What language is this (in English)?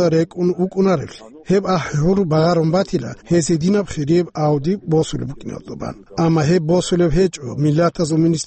Avaric